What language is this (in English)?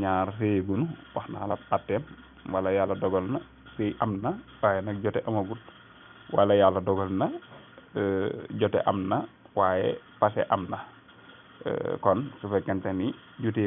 Wolof